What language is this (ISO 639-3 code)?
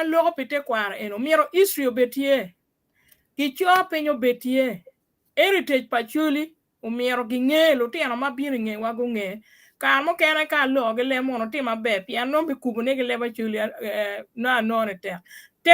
ach